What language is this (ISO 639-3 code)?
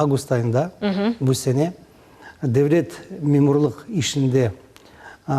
crh